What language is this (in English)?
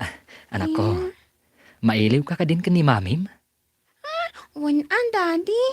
Iloko